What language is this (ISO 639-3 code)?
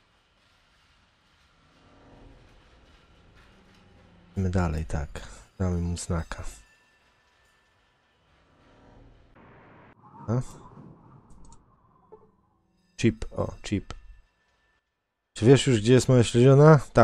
pol